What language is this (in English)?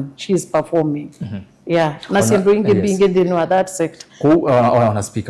Kamba